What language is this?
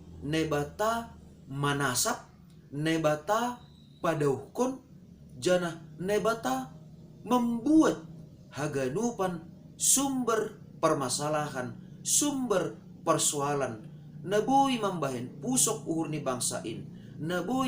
Batak Simalungun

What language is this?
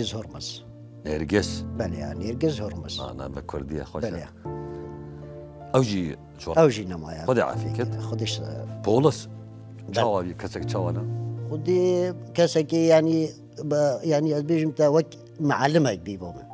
Kurdish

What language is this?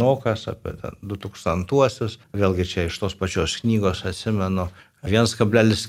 Lithuanian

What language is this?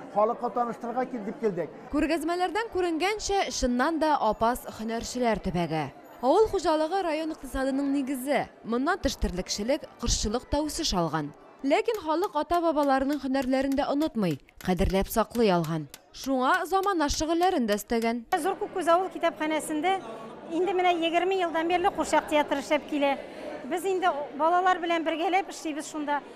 Tatar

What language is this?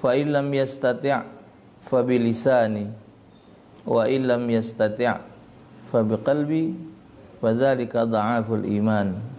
Musi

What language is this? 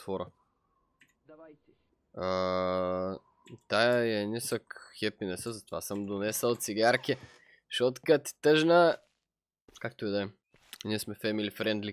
Bulgarian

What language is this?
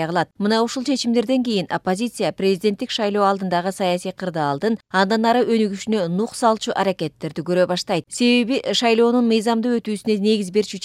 Kyrgyz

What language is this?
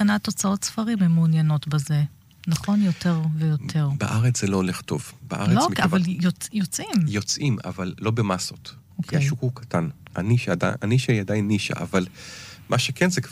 Hebrew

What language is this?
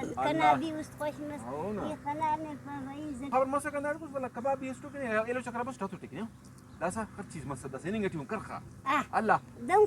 Brahui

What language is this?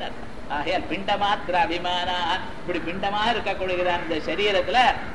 Tamil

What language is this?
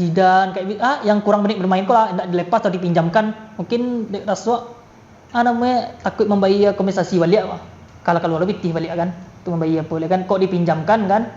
Minangkabau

